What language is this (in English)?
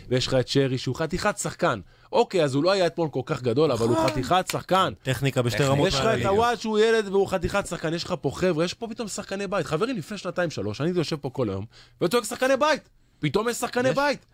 Hebrew